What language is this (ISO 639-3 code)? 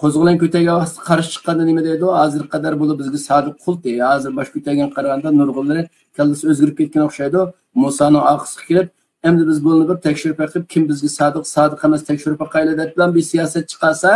uig